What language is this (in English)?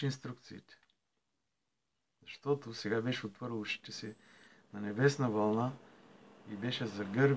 Bulgarian